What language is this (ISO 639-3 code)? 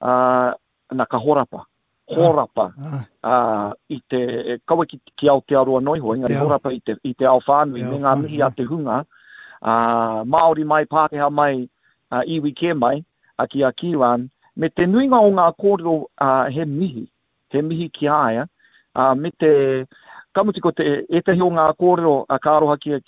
mri